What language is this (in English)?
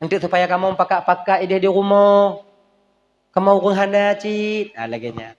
Achinese